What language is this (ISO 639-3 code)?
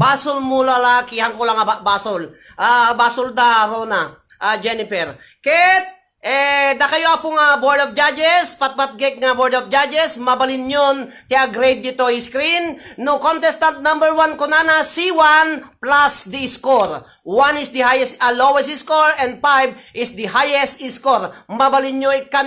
ilo